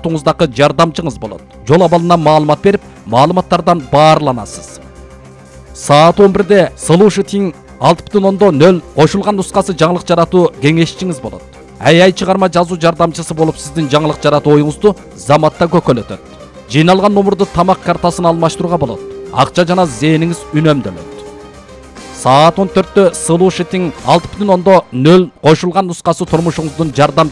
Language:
Kyrgyz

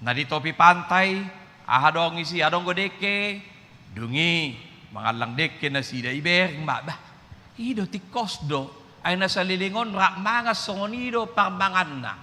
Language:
Batak Toba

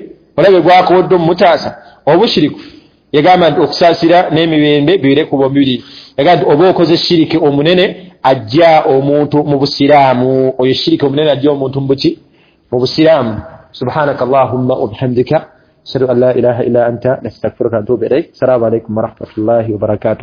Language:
Ganda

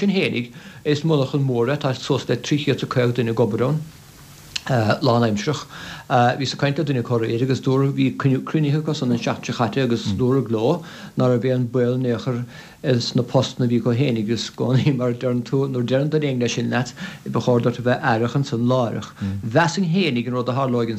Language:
Irish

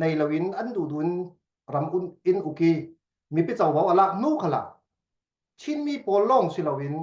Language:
Falam Chin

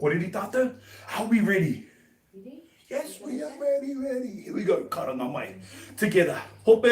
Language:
Māori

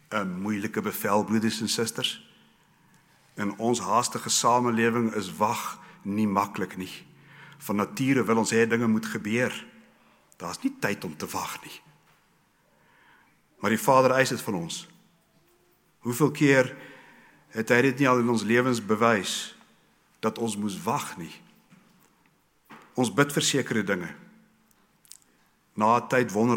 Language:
Afrikaans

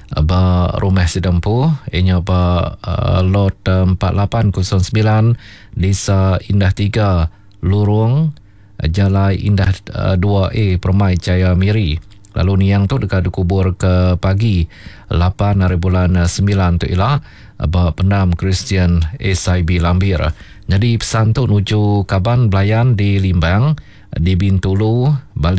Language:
Iban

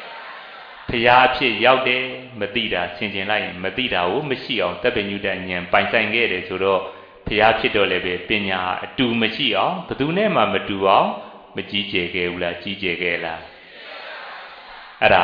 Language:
Burmese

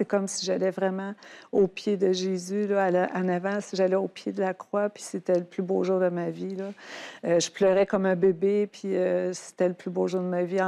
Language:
French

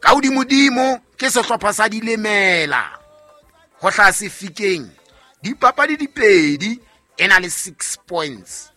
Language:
Southern Sotho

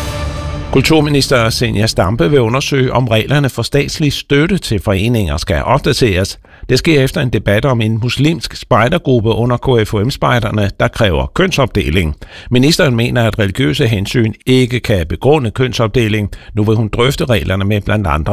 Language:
Danish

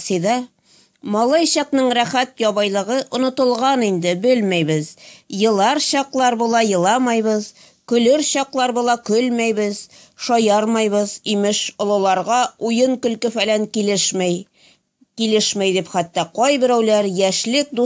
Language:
Tatar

